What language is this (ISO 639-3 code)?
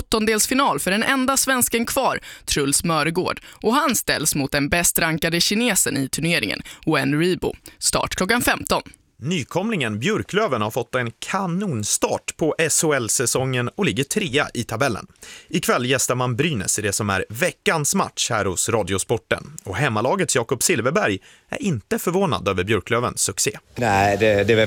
swe